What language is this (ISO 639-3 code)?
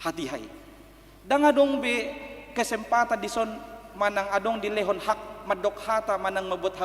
bbc